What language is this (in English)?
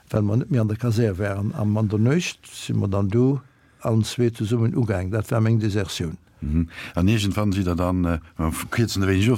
Luxembourgish